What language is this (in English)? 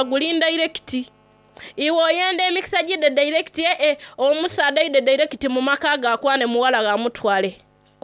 Soga